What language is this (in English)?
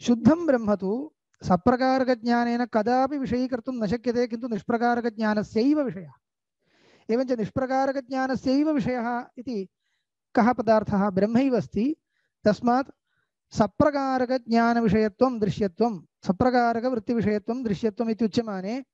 Sanskrit